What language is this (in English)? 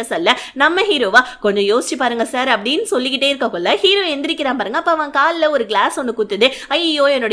Tamil